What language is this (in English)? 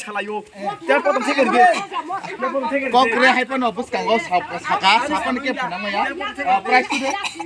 Kok Borok